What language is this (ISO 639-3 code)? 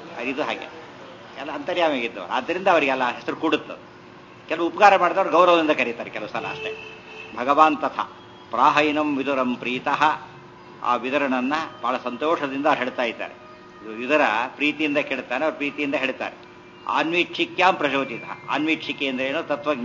kan